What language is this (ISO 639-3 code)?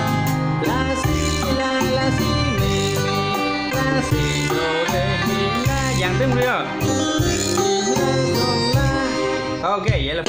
vie